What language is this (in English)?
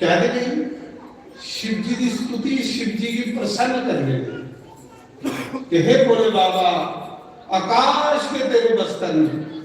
Dogri